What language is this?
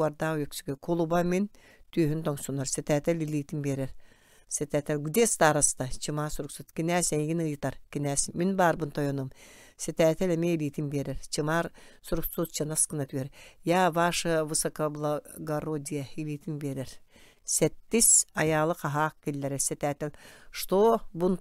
Yakut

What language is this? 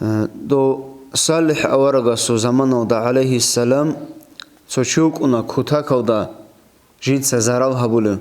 Avaric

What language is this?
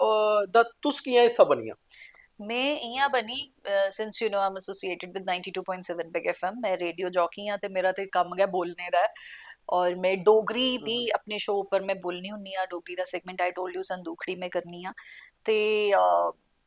Dogri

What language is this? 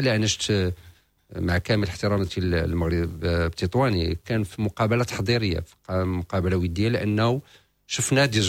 Moroccan Arabic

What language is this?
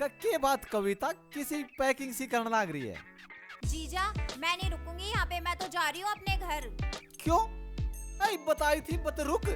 Haryanvi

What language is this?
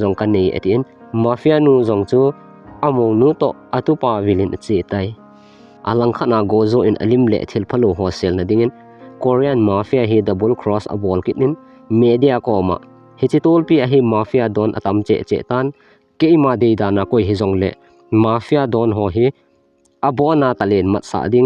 Thado Chin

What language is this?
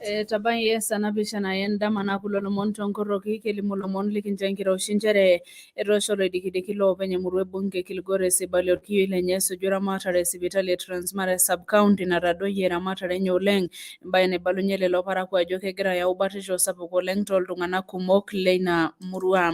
Masai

